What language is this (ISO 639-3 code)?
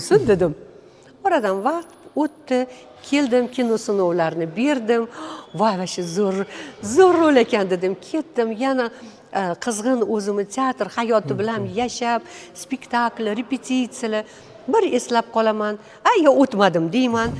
uzb